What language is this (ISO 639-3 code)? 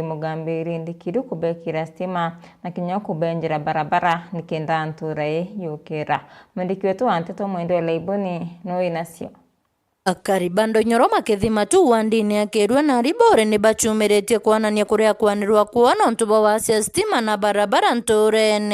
mer